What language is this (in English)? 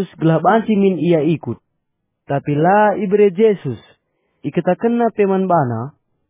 Batak Karo